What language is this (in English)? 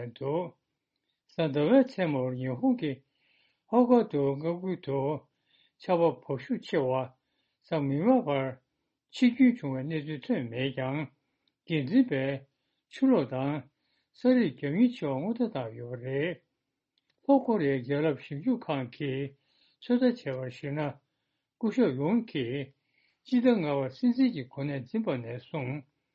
Tibetan